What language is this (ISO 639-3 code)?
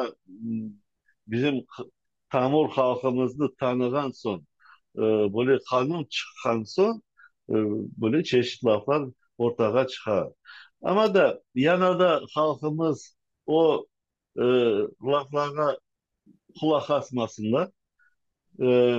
crh